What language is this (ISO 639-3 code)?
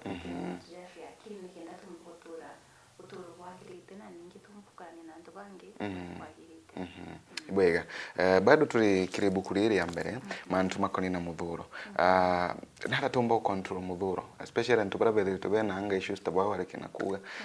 mer